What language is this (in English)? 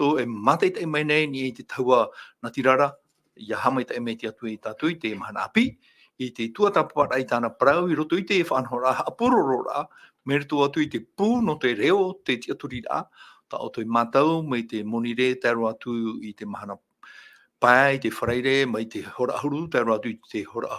Tahitian